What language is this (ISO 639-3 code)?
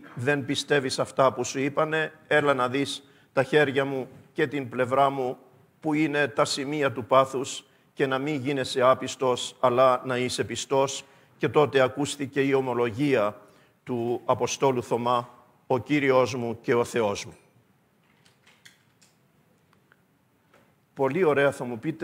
ell